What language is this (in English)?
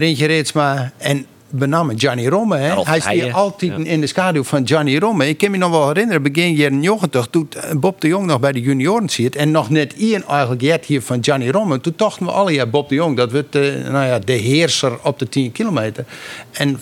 Western Frisian